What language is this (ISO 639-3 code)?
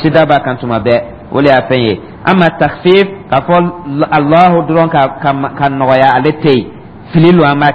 dyu